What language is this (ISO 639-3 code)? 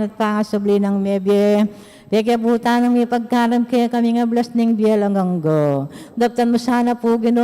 pam